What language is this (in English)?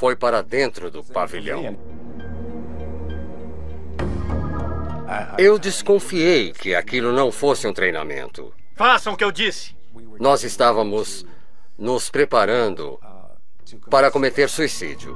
Portuguese